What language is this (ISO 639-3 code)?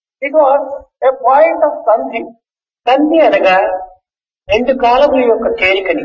tel